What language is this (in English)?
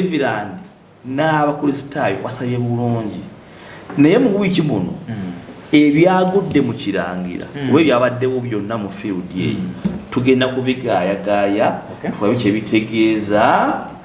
Ganda